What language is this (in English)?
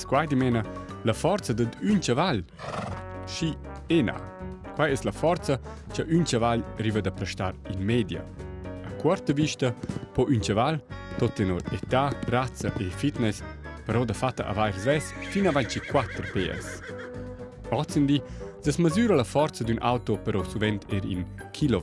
Romansh